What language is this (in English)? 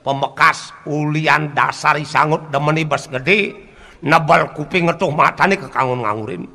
Balinese